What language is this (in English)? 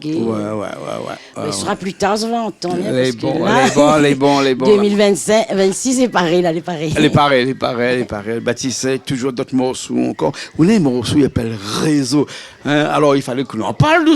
Réunion Creole French